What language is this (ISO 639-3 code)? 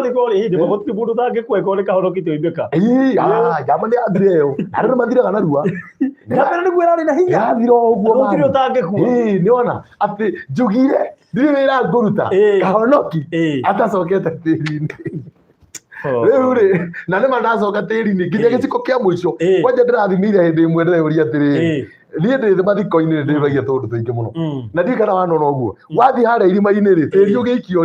kik